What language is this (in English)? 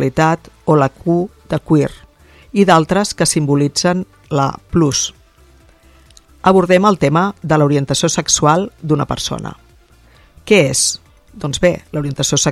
Catalan